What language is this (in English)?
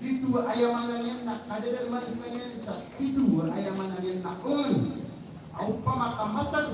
Maranao